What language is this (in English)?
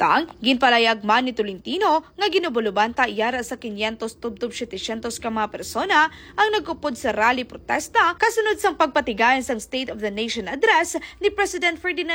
Hiligaynon